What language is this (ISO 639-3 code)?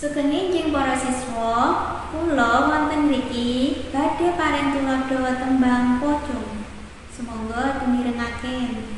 jav